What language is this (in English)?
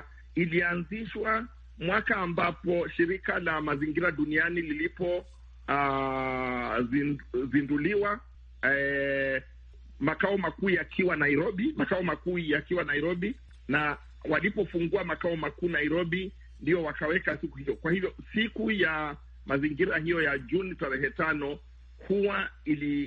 Swahili